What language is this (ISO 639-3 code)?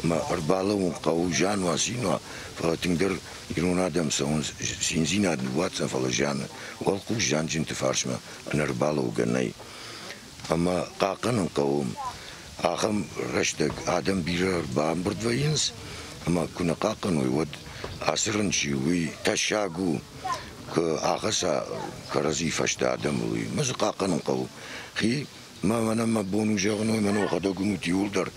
oss